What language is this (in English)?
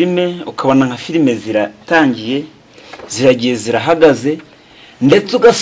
Kinyarwanda